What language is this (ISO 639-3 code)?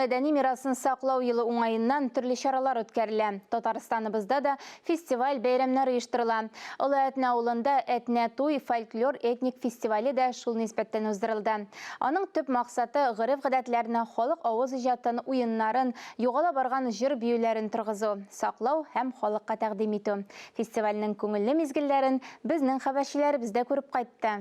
tat